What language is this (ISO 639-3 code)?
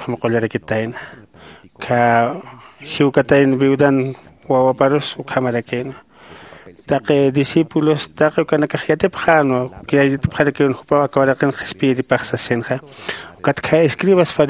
aym